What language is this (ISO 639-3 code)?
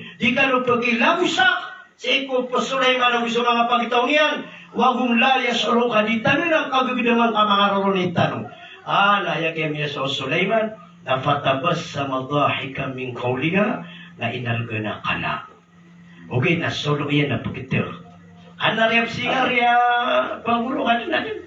mrw